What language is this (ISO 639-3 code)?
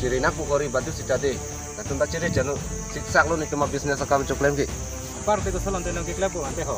mjw